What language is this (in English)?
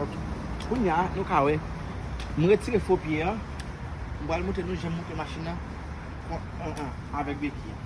Haitian Creole